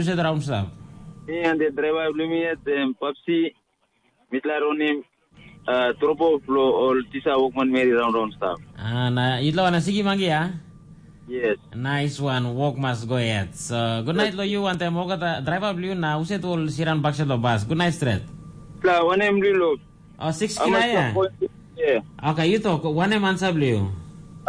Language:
Tok Pisin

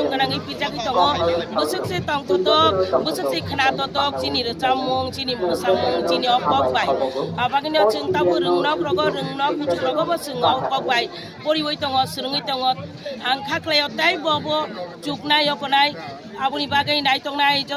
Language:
Kok Borok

